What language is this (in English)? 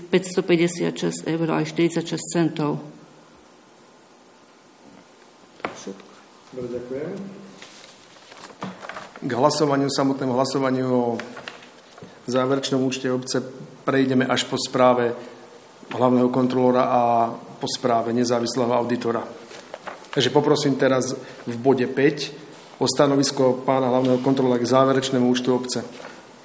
Slovak